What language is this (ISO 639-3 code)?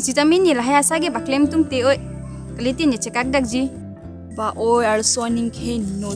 mjw